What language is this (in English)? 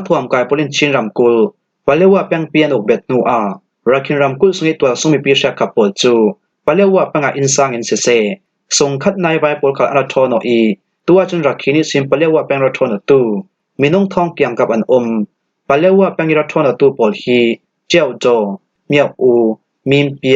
Falam Chin